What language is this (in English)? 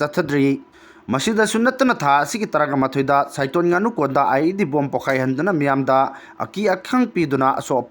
Manipuri